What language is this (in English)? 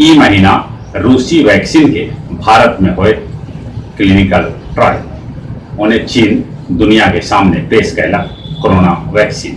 Magahi